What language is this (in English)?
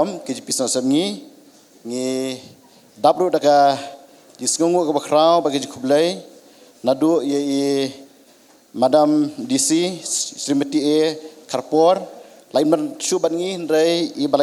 Khasi